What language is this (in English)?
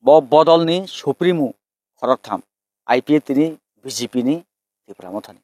Kok Borok